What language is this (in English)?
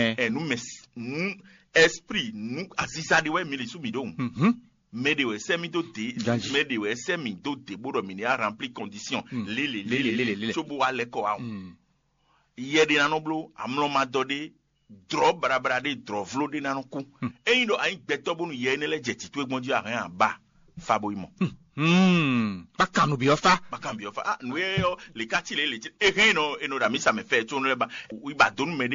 Fon